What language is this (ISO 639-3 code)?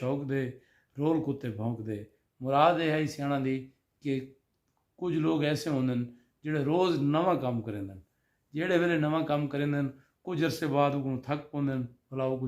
skr